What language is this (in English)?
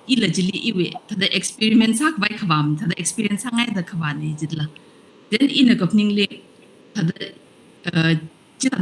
Tangkhul Naga (India)